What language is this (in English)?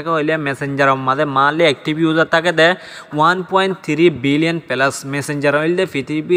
Rohingya